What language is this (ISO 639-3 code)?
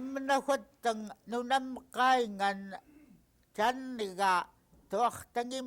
esu